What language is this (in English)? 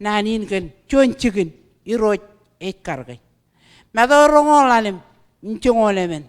Marshallese